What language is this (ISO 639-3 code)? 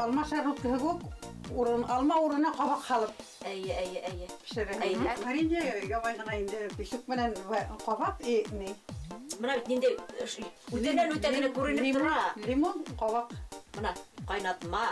bak